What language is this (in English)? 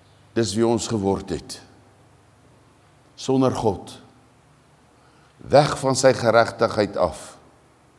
Afrikaans